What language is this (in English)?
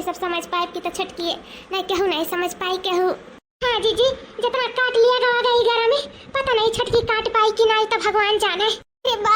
Awadhi